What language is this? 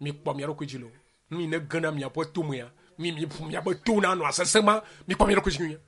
Ewe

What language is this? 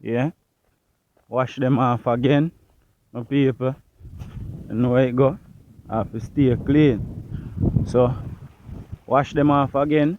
Jamaican Creole English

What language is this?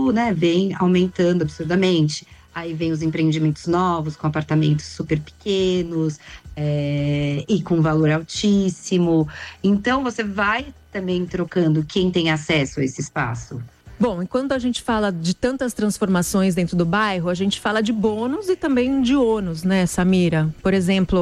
Portuguese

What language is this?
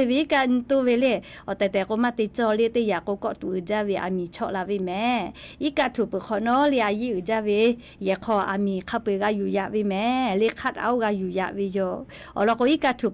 Lahu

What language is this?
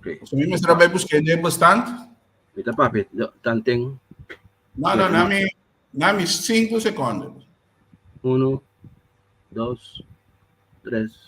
Papiamento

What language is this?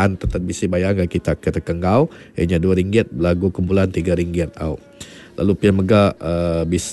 Iban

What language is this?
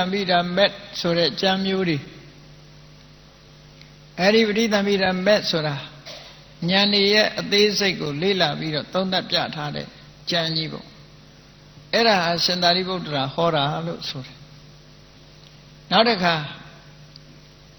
Burmese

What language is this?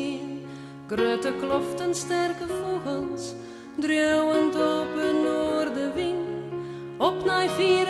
Western Frisian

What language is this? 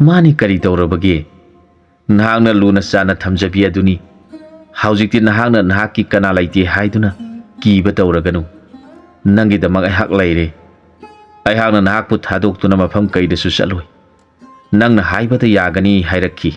Manipuri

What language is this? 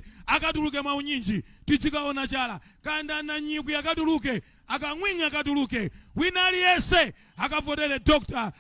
Nyanja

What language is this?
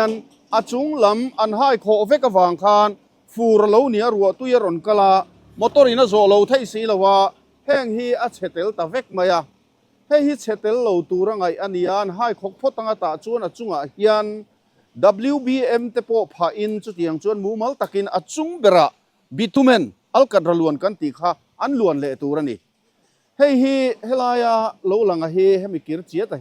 Mizo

